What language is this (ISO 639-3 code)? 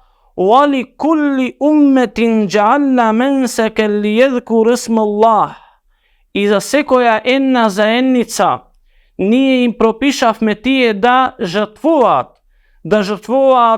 mkd